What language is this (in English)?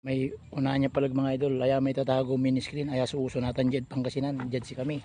Pangasinan